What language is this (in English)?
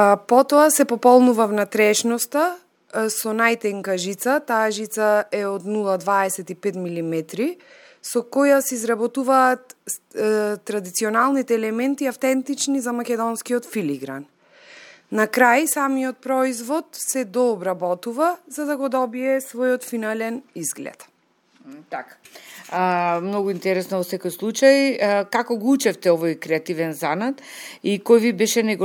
Macedonian